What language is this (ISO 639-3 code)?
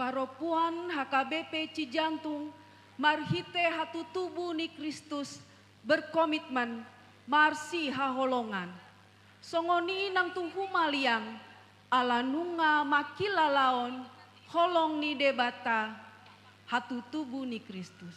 bbc